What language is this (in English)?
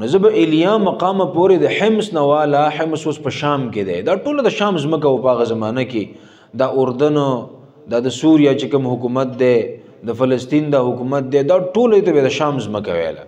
Pashto